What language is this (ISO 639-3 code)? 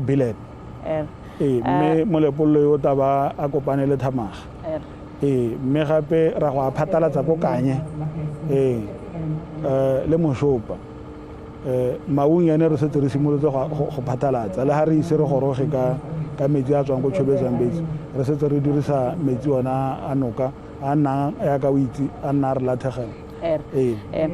tsn